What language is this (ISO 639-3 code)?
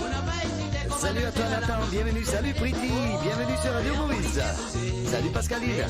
mfe